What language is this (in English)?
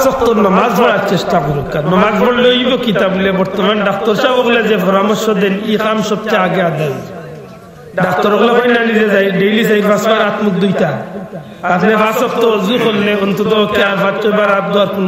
Sylheti